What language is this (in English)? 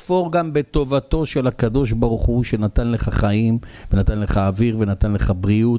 Hebrew